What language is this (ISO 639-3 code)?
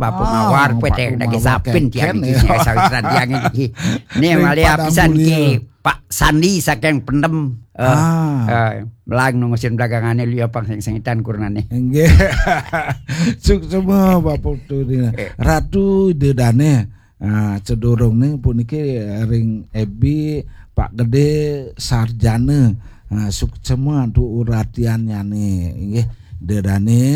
ban